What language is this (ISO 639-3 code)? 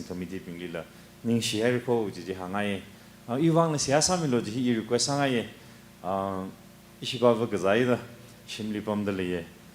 nmf